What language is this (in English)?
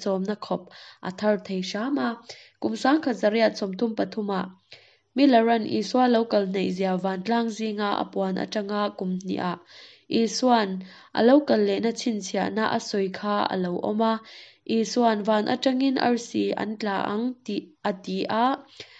Mizo